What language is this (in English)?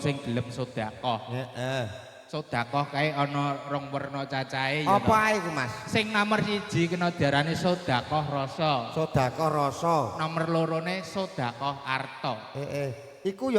Javanese